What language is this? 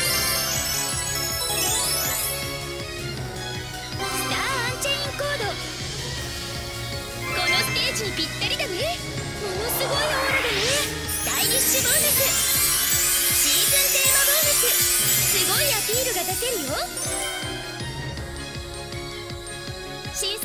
Japanese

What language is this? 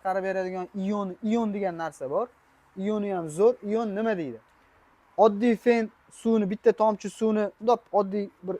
Uzbek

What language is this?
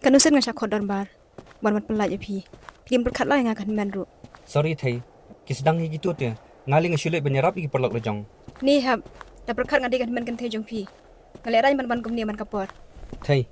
Khasi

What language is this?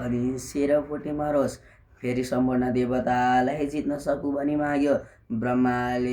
Nepali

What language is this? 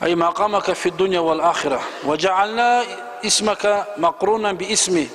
Kumyk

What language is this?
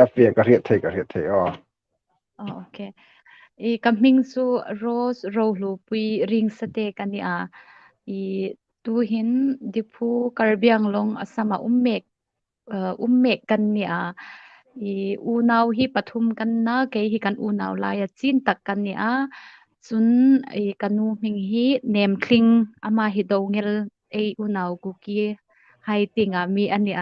Hmar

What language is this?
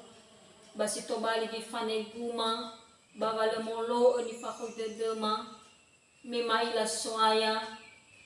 Nias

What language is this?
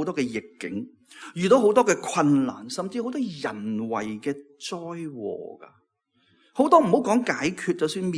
Cantonese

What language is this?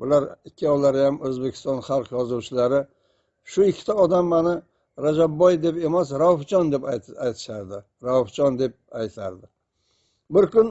Uzbek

